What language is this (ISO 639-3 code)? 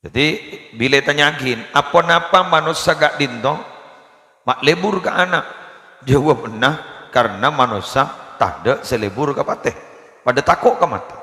mad